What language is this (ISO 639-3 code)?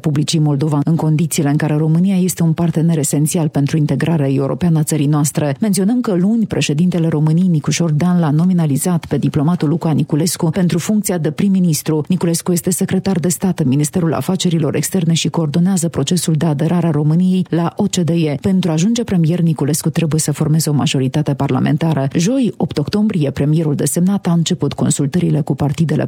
ron